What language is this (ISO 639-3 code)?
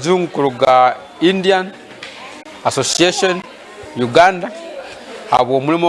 nyn